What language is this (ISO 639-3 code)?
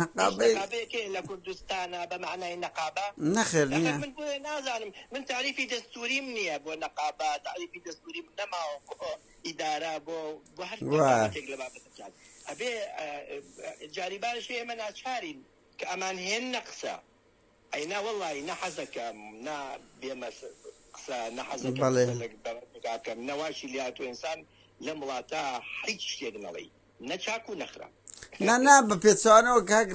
ckb